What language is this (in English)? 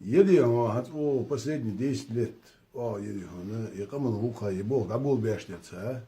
Ingush